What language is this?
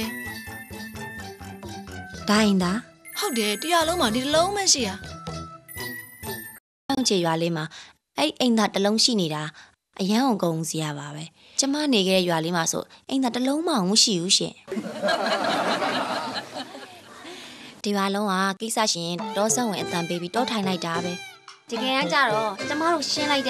Burmese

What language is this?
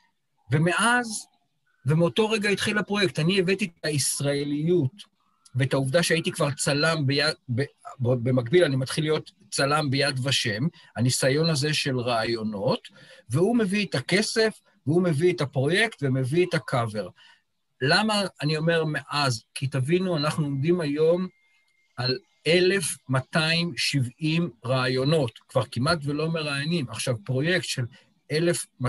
Hebrew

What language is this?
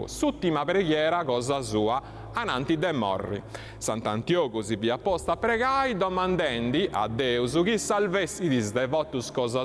Sardinian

